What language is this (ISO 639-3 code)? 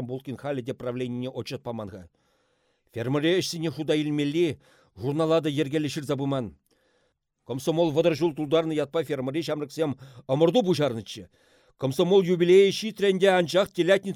chv